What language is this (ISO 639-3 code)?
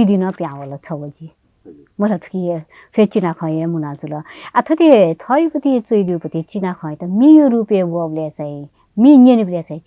new